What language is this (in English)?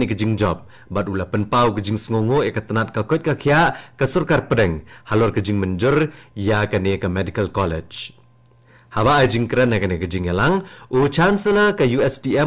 Khasi